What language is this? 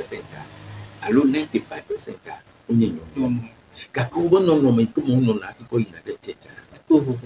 Ewe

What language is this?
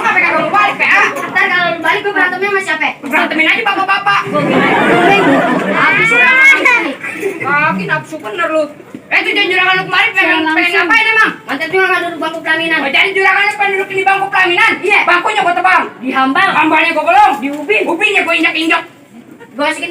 Betawi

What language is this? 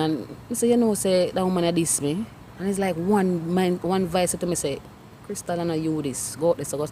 Jamaican Creole English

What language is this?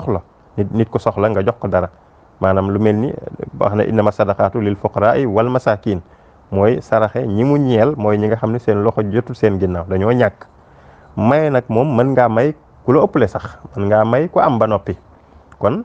Wolof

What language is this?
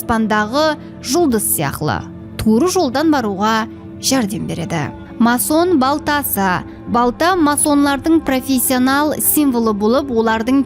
Kara-Kalpak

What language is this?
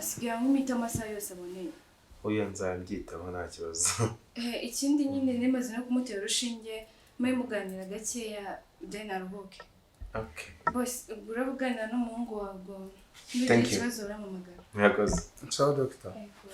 Kinyarwanda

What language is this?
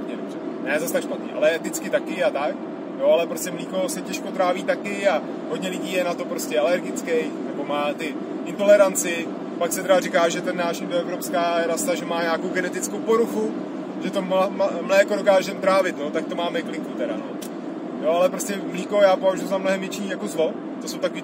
Czech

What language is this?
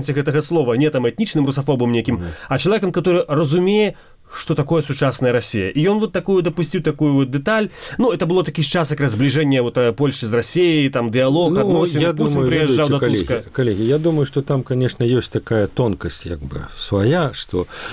Belarusian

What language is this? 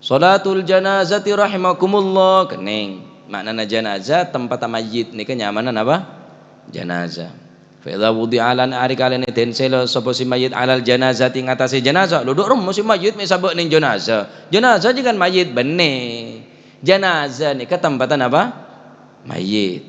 Madurese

